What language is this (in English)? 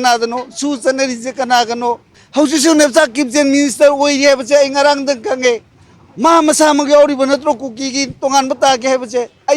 Manipuri